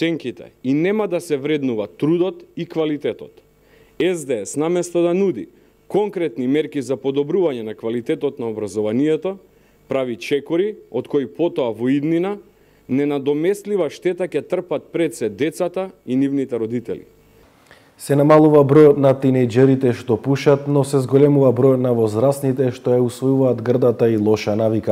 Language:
Macedonian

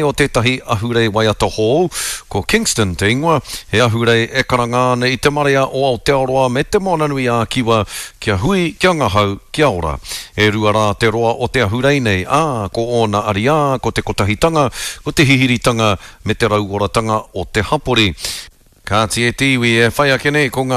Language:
Māori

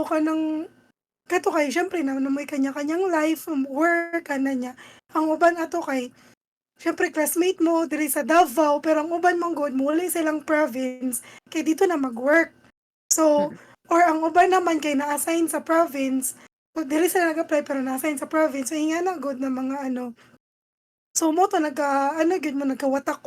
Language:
Cebuano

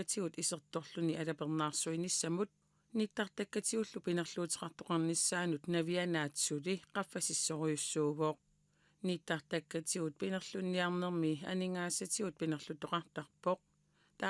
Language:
Kalaallisut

